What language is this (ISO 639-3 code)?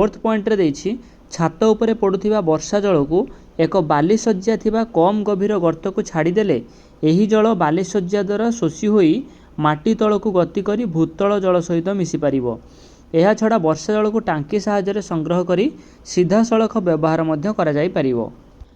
ori